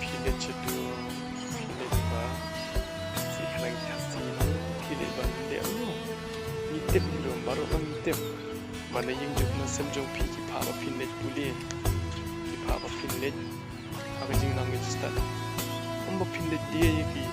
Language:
Khasi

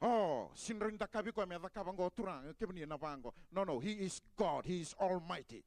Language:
Fijian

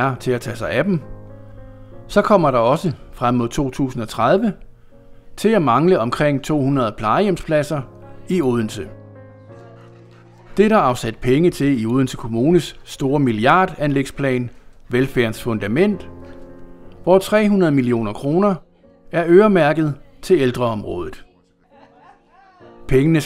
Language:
Danish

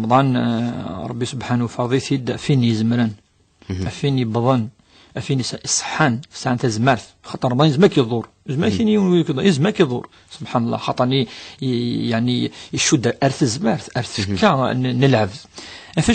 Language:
Kabyle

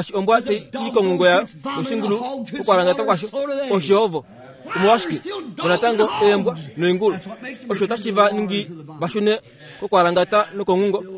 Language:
Kuanyama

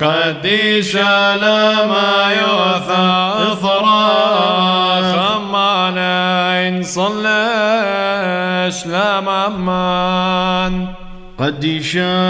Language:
Classical Syriac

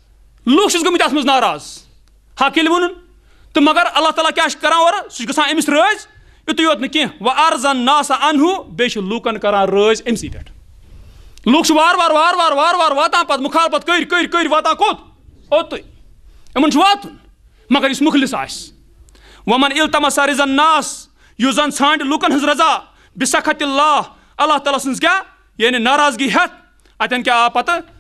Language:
Kashmiri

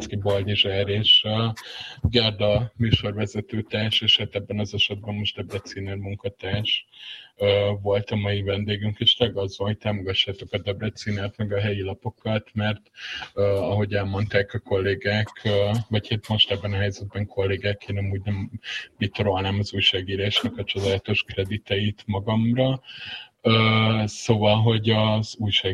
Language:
Hungarian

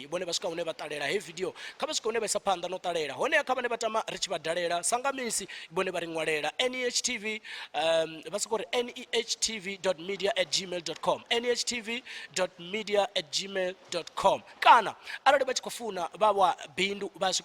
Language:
Venda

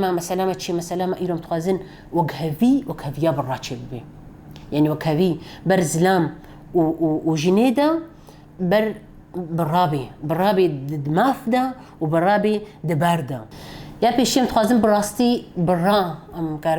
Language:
Kurdish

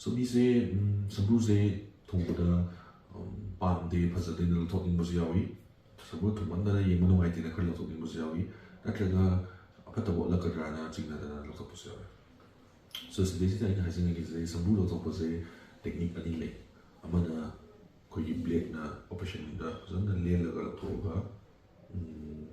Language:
Manipuri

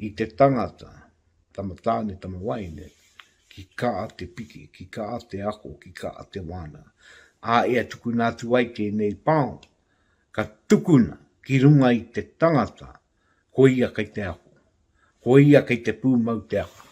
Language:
Māori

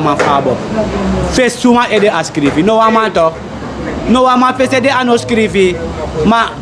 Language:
Sranan Tongo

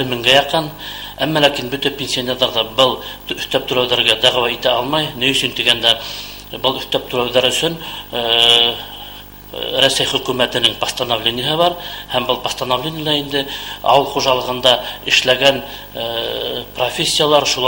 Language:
Bashkir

